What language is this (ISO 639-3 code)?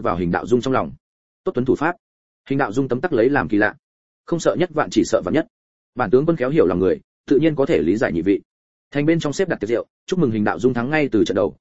vie